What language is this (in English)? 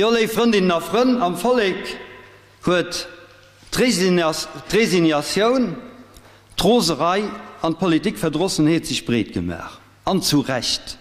Luxembourgish